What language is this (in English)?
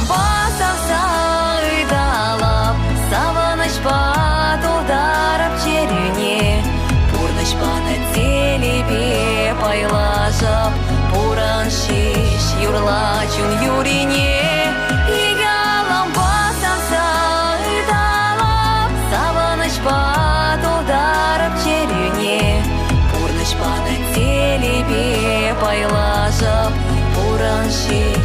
Chuvash